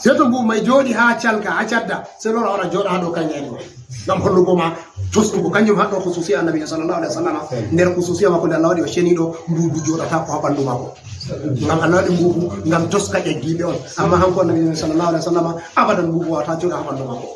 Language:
Fula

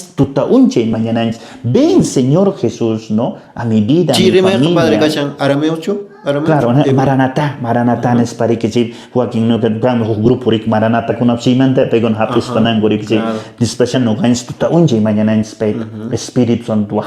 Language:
Quechua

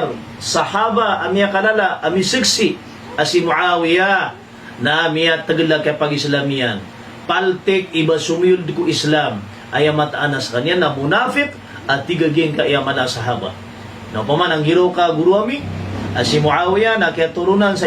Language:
Maranao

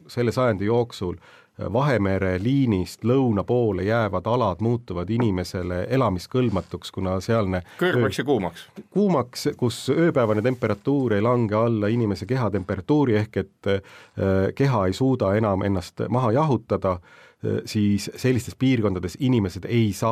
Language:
Estonian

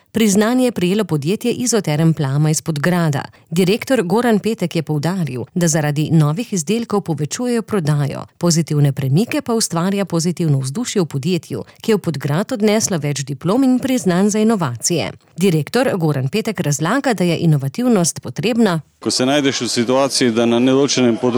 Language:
Slovenian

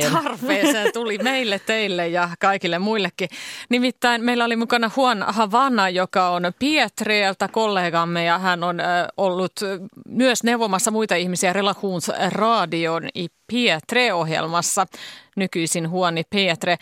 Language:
Finnish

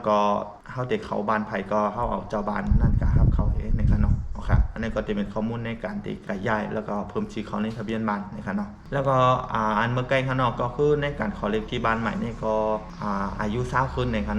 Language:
Shan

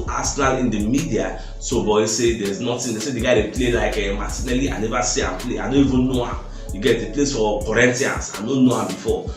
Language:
Nigerian Pidgin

